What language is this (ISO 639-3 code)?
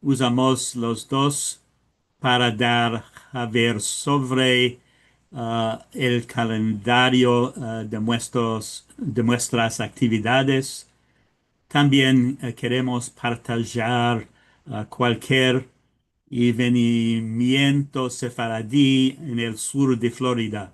lad